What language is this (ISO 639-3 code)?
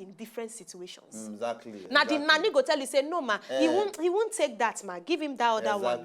pcm